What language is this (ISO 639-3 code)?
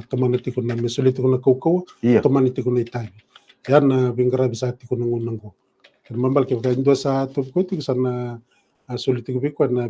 fij